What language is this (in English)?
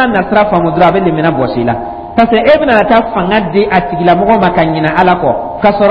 Dyula